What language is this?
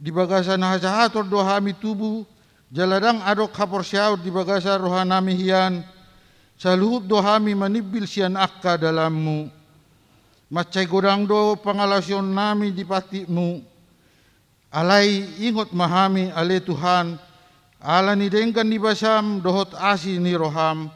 Batak Toba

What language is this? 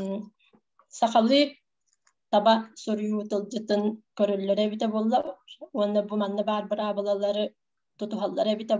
Yakut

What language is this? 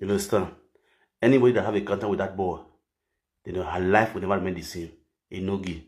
Nigerian Pidgin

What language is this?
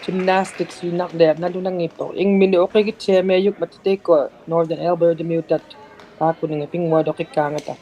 Inuktitut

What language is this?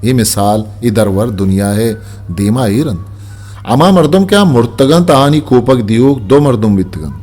Eastern Balochi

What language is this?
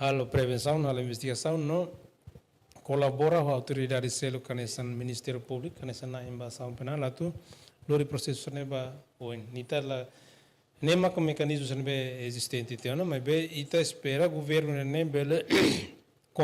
Tetum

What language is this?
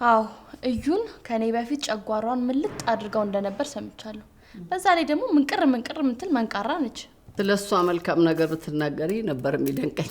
Amharic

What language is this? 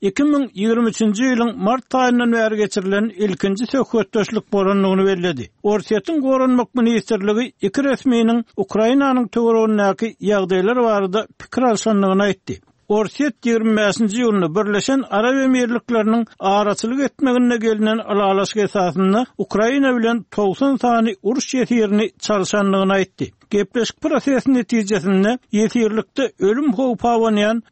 Turkmen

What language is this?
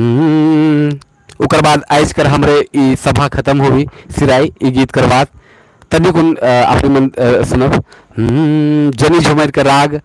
Sadri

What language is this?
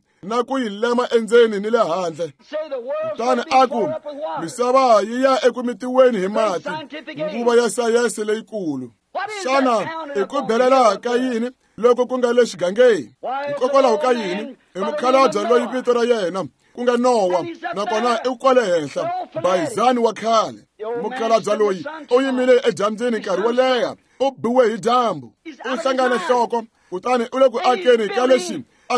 Tsonga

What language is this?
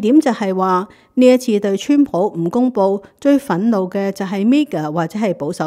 Cantonese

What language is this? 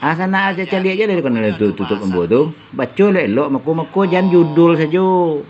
Minangkabau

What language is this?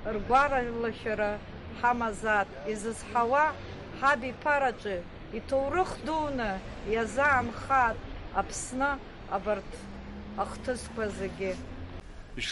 Abkhazian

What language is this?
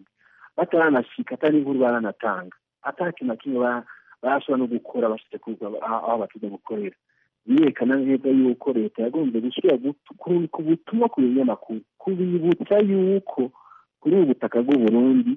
Rundi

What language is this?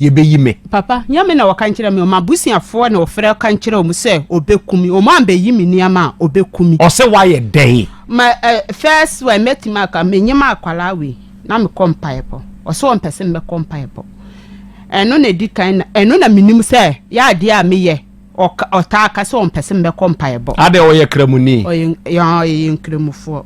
Akan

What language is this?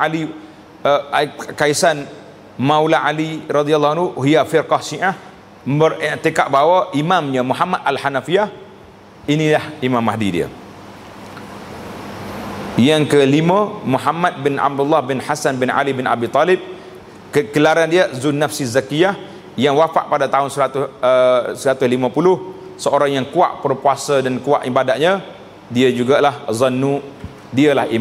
Malay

